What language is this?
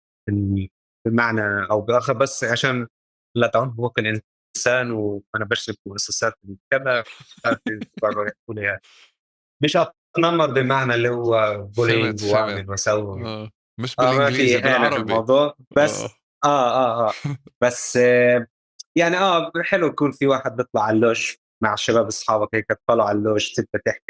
North Levantine Arabic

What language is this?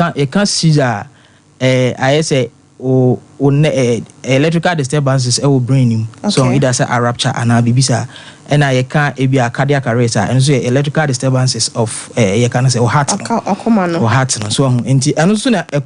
Akan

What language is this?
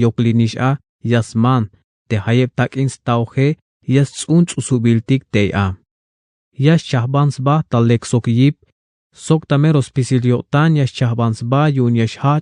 Tzeltal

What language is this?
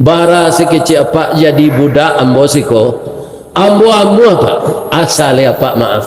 Minangkabau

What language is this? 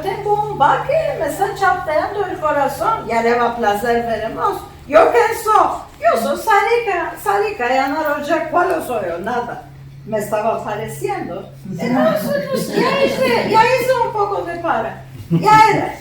Ladino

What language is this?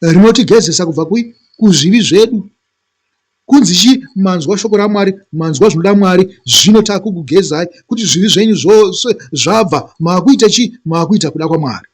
Shona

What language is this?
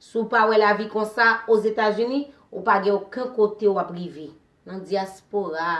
Haitian Creole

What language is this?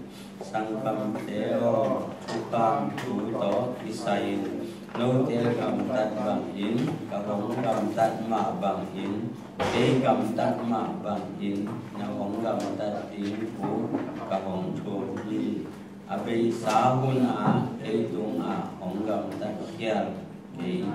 Tedim Chin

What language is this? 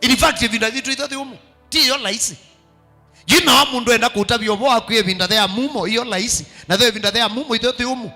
Kamba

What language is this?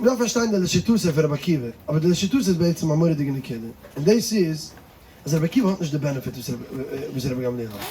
Yiddish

